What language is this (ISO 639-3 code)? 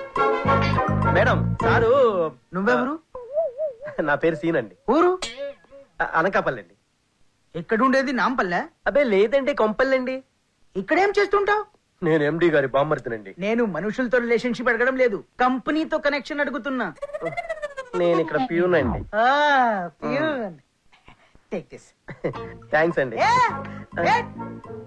tel